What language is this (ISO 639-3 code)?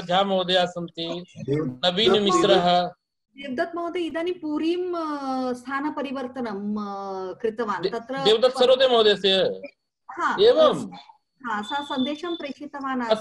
san